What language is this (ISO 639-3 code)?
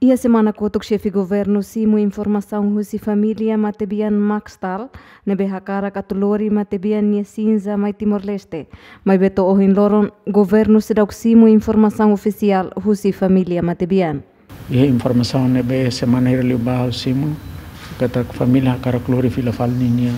tet